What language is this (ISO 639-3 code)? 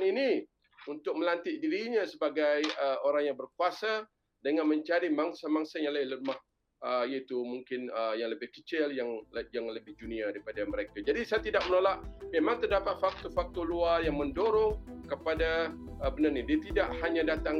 msa